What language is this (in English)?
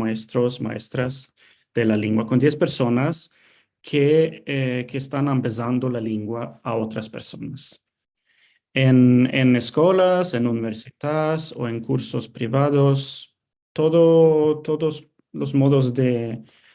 Ladino